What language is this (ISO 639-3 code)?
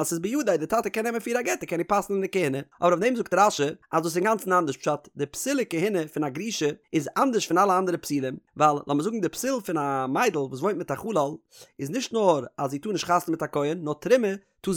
yid